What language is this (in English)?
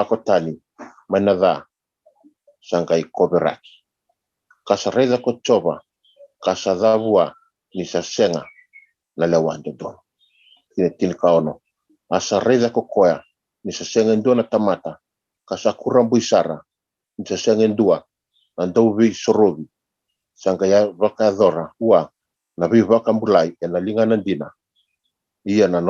Fijian